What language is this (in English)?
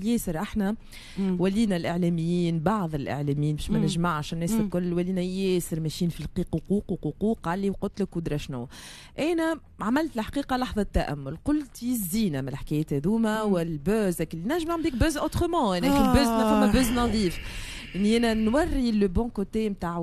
Tunisian Arabic